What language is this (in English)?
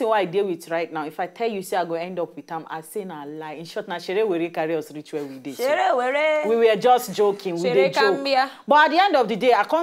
Nigerian Pidgin